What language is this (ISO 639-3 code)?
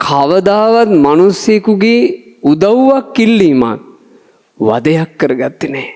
sin